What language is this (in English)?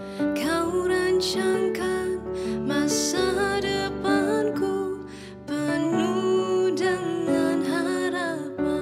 Indonesian